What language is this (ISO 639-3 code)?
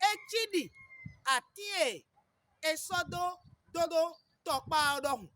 fon